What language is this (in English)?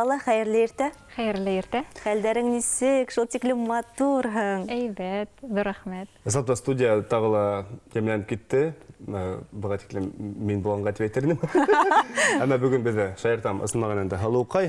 Bashkir